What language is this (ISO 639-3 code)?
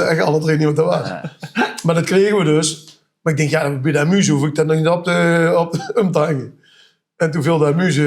lim